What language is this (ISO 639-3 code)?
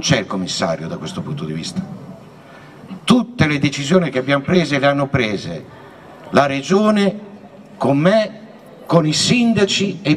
ita